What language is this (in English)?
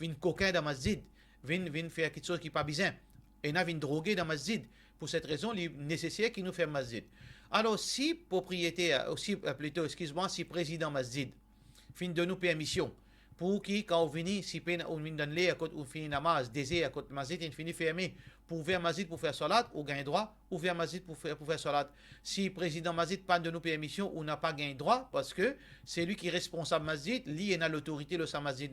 Morisyen